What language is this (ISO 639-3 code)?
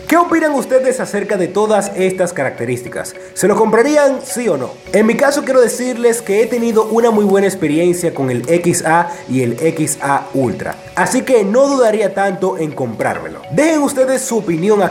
spa